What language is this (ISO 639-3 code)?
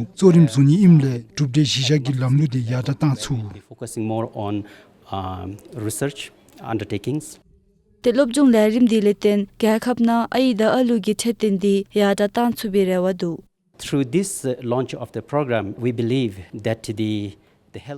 dzo